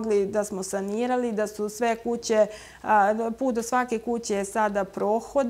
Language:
Serbian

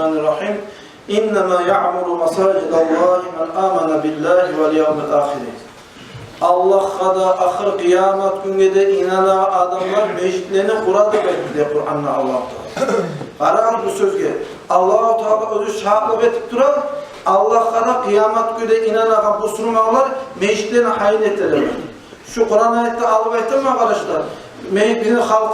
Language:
Kumyk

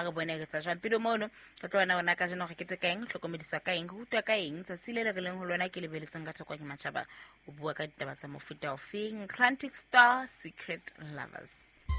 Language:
Southern Sotho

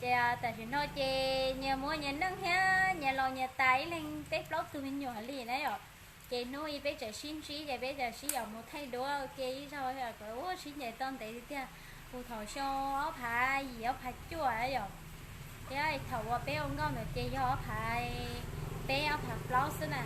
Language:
Hmong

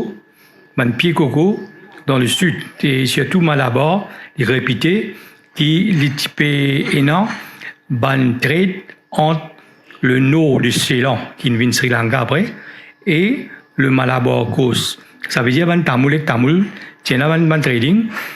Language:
Morisyen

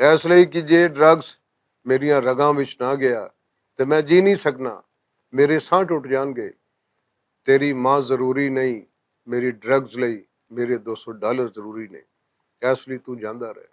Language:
Western Panjabi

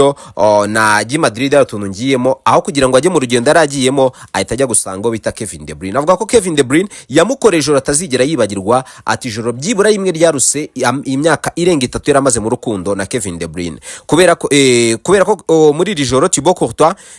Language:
Kinyarwanda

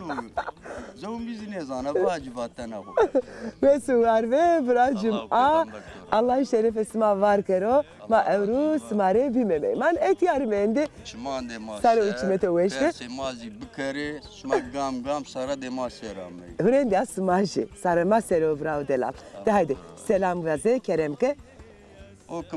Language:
Zaza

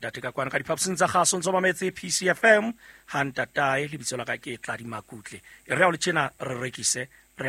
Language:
Southern Sotho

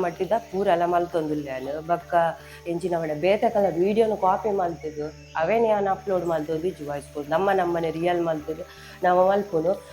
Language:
Tulu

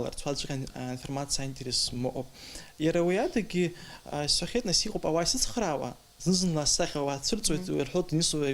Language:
Abkhazian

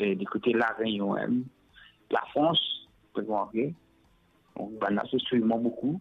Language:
Morisyen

